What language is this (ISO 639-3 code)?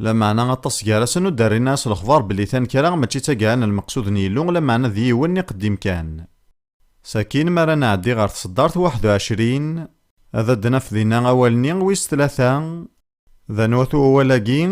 kab